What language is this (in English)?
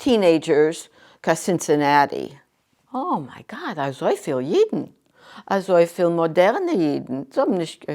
Yiddish